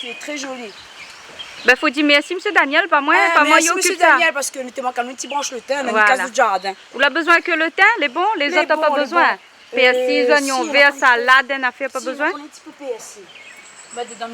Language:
Réunion Creole French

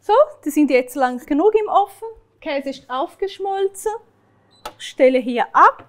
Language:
Swiss German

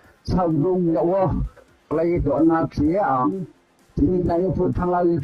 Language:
Riang (India)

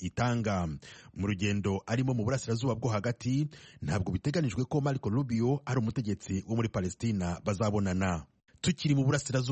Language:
Kinyarwanda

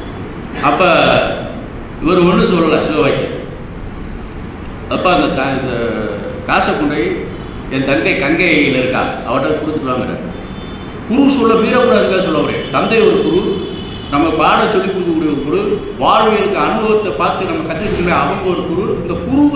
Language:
Tamil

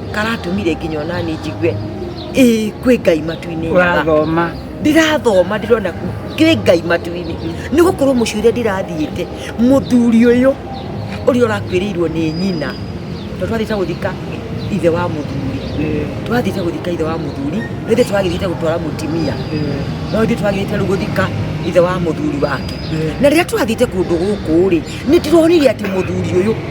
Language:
Kikuyu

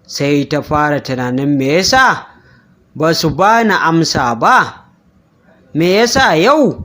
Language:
Hausa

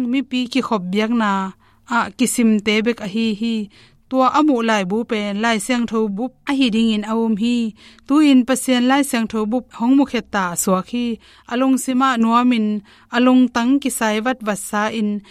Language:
Tedim Chin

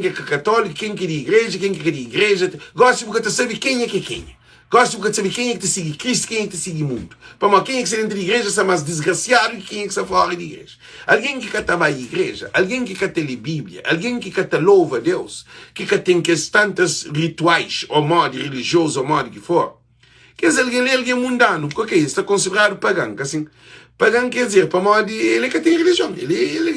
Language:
Kabuverdianu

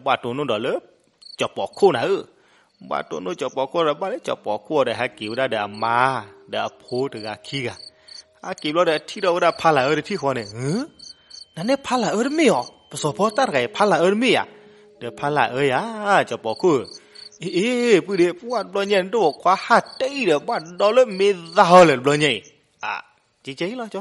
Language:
S'gaw Karen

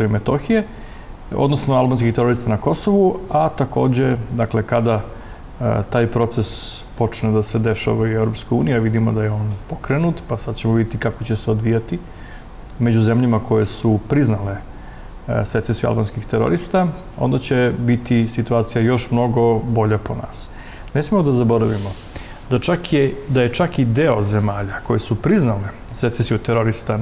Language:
Serbian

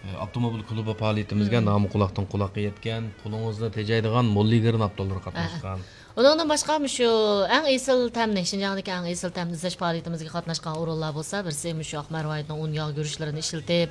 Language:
Uyghur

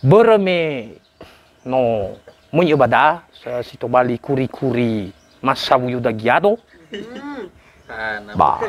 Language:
Nias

